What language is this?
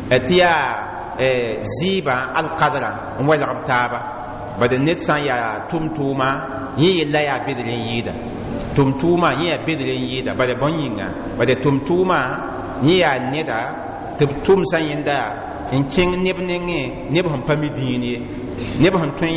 Mossi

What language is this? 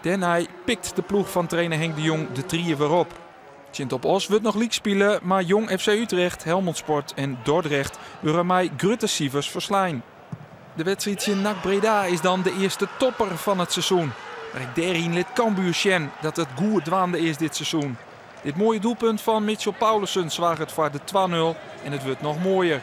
Western Frisian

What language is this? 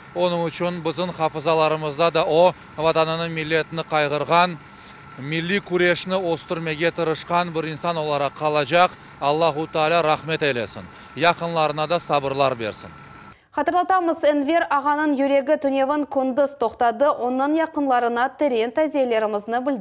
Crimean Tatar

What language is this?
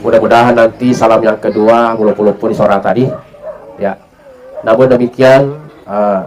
Buginese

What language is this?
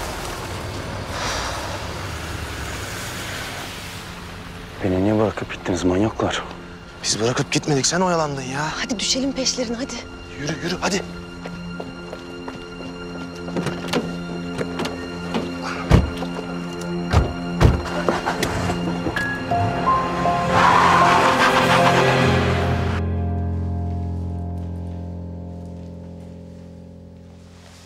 Turkish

